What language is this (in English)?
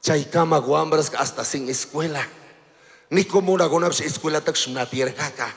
Chimborazo Highland Quichua